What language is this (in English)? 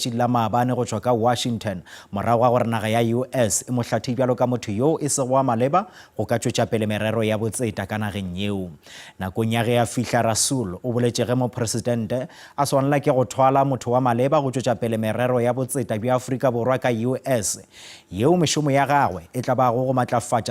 Northern Sotho